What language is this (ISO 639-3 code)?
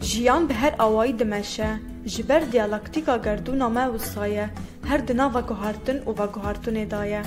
kur